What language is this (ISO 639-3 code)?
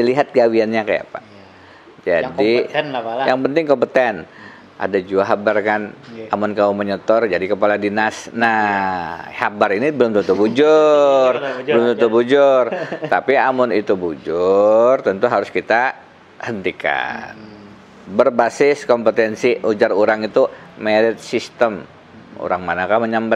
bjn